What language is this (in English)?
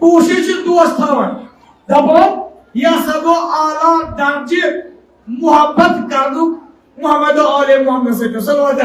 Kashmiri